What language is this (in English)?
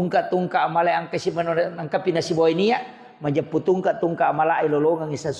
Buginese